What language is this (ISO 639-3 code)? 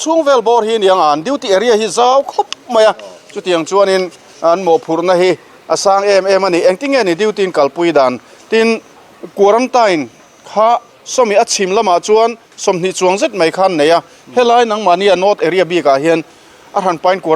lus